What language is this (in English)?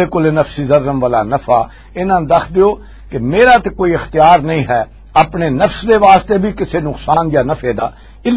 Western Panjabi